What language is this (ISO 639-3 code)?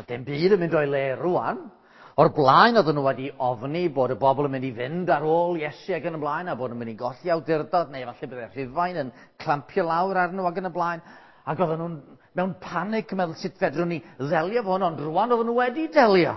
cym